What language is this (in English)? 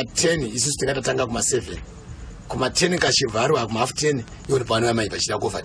Shona